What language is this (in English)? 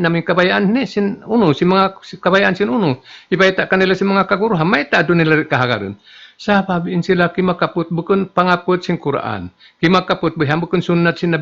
Tausug